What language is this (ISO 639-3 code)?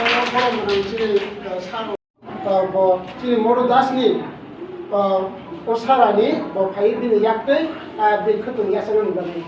trp